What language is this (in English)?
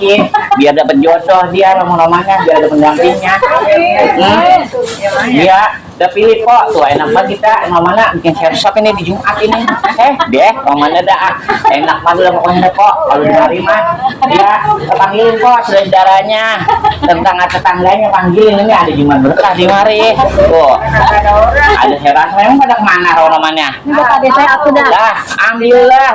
Betawi